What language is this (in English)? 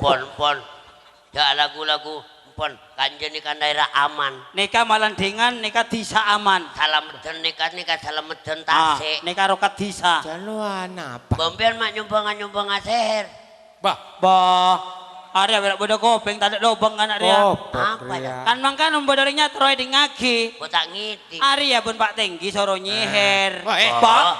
Madurese